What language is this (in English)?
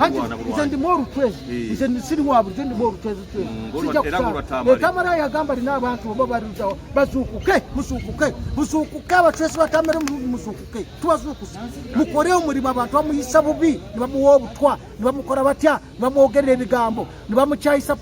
Ganda